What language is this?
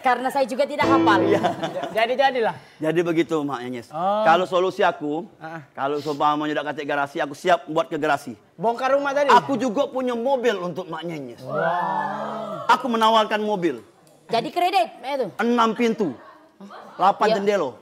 Musi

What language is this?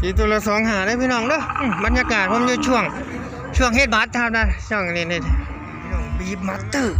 Northeastern Thai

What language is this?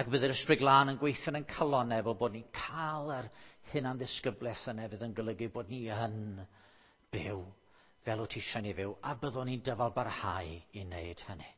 Welsh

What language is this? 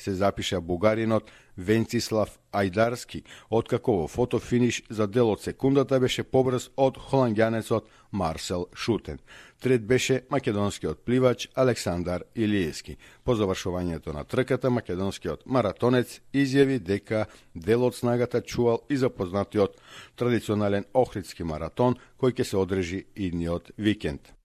Macedonian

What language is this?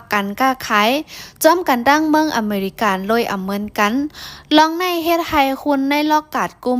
Shan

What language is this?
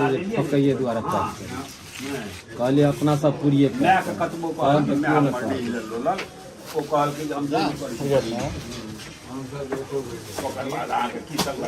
Maithili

